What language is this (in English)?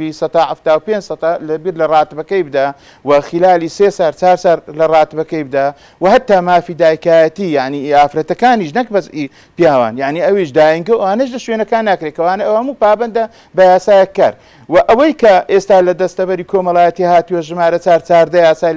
Central Kurdish